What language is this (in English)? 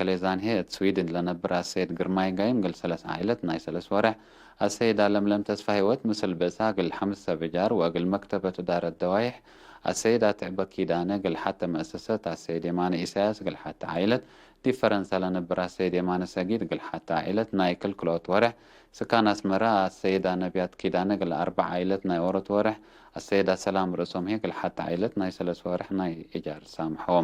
Tigre